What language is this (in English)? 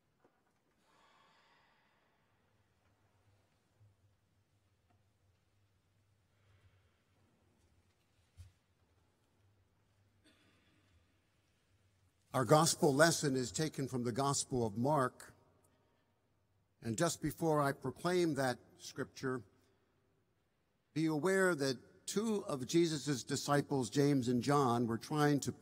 English